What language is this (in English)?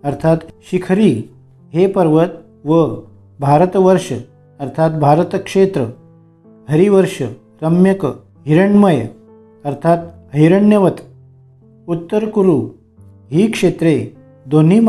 Marathi